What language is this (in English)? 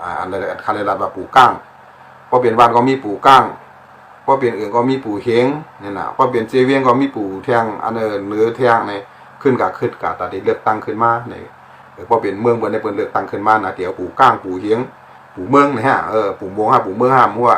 Shan